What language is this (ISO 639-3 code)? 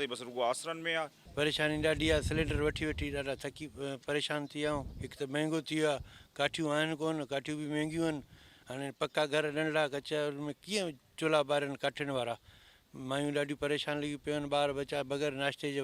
snd